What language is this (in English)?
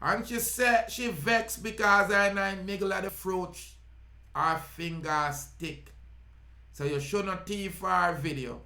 Jamaican Creole English